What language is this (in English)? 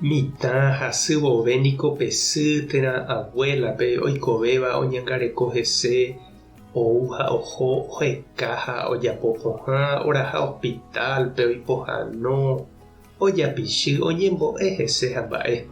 Guarani